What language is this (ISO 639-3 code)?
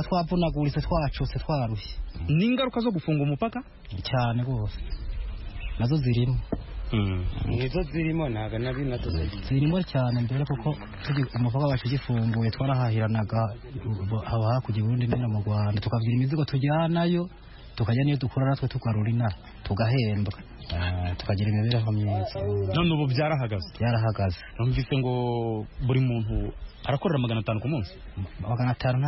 kin